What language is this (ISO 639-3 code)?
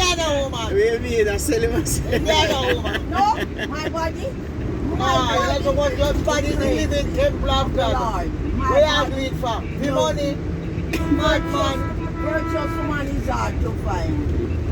jam